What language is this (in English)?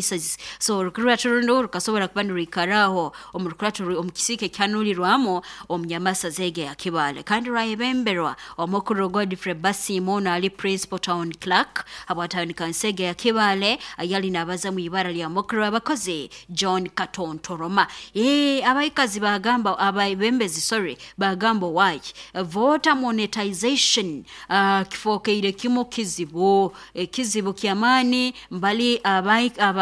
Nyoro